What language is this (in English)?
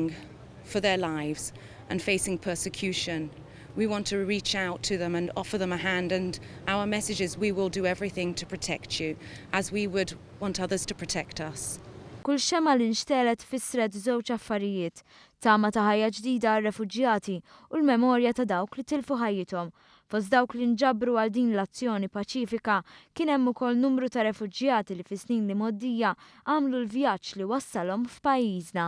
Maltese